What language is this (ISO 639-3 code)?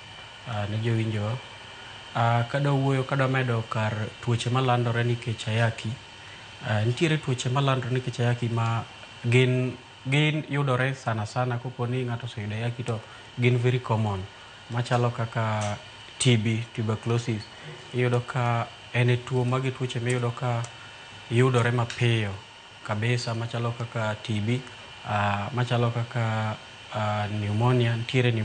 luo